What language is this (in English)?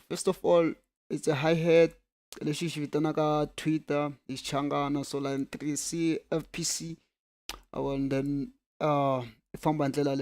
Tsonga